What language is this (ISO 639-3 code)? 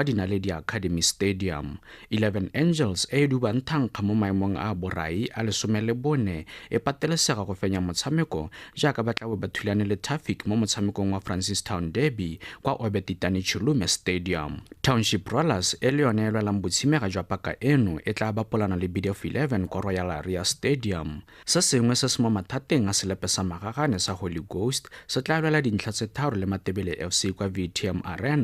tsn